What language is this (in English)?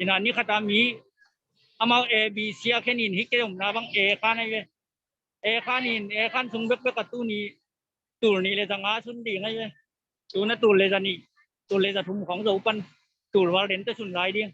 Tedim Chin